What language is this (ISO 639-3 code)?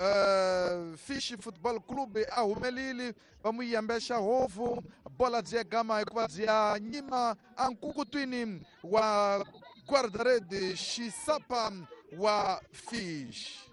tso